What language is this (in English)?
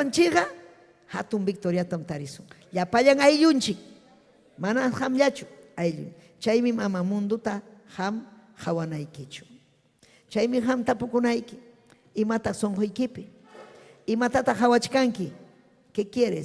Ayacucho Quechua